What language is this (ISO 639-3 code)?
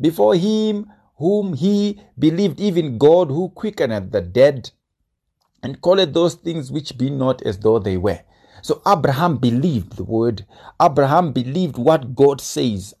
eng